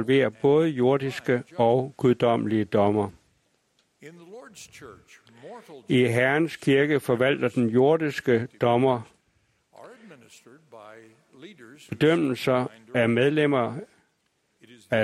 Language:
Danish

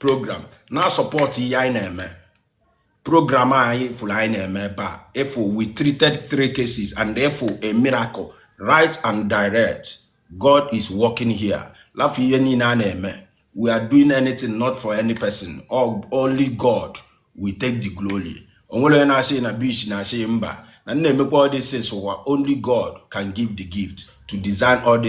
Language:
Igbo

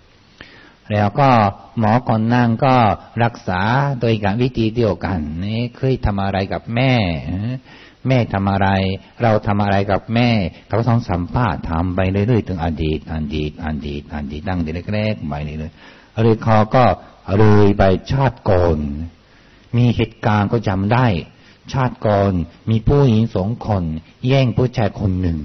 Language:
Thai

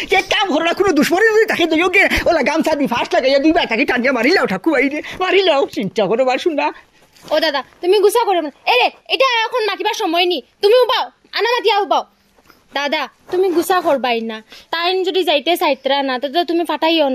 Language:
Sylheti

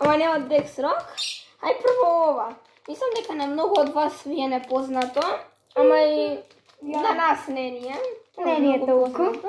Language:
Macedonian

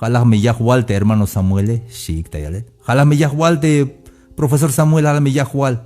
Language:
Tzeltal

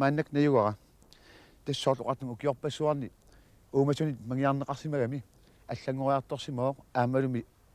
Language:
Kalaallisut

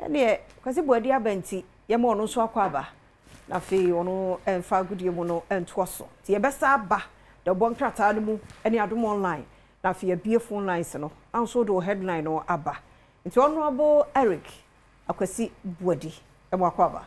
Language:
Akan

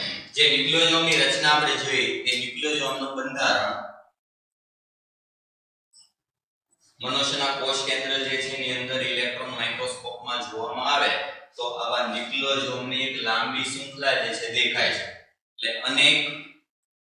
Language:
Gujarati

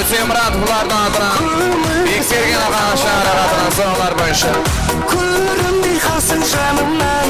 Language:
Kara-Kalpak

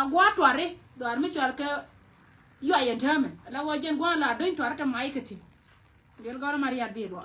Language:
Nuer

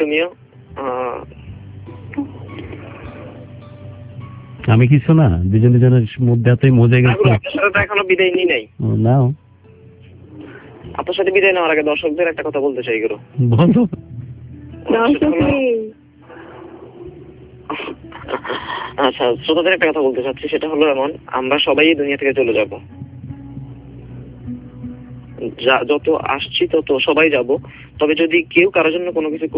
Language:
Bangla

